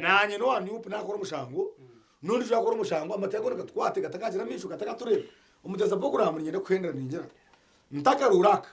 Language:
Nyankole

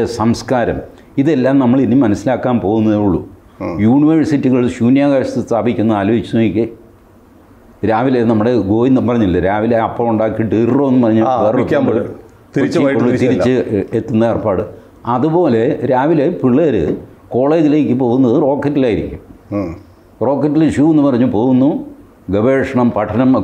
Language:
Malayalam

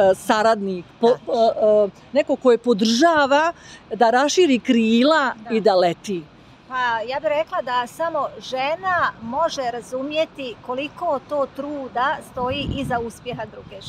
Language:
Bosnian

